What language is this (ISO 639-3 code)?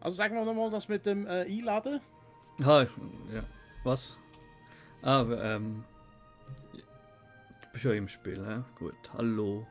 gsw